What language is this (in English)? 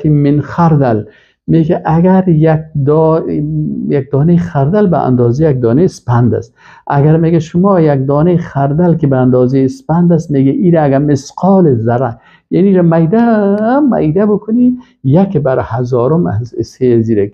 Persian